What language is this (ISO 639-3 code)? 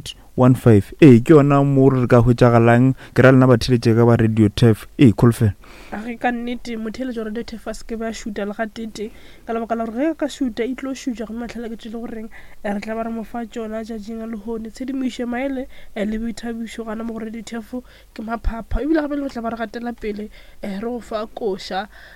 nso